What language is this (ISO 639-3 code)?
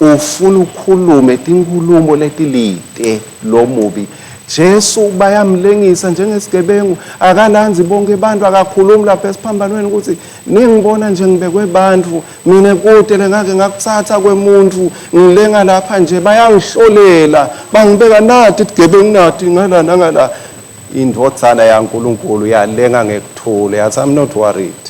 ssw